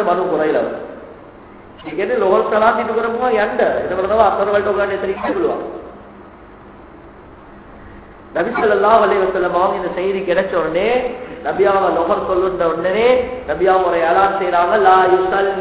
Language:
Tamil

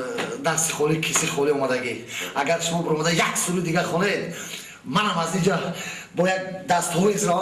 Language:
Tajik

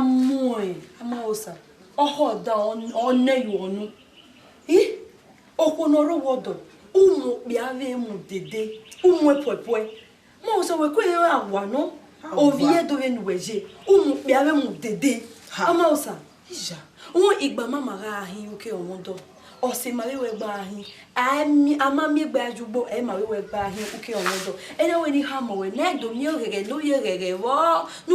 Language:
Bini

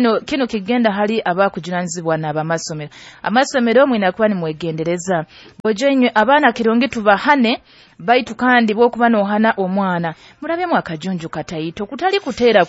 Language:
Nyoro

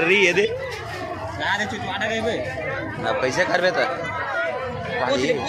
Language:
Chhattisgarhi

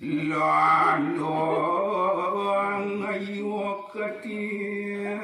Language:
Balinese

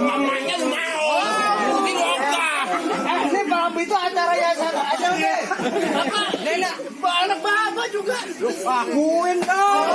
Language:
Betawi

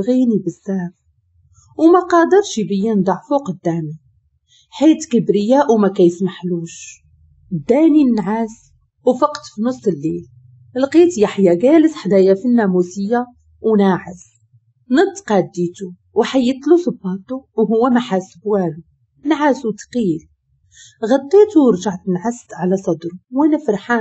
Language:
Moroccan Arabic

